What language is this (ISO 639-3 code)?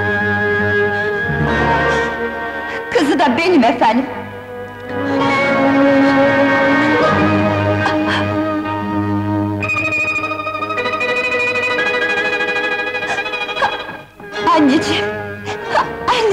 tur